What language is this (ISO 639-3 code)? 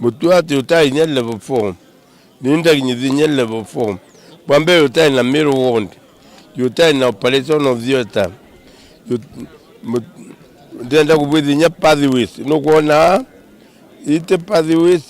mer